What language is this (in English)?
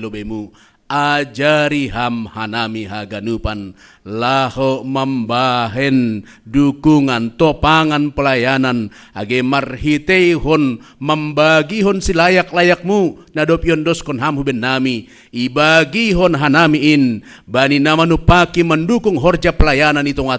Batak Simalungun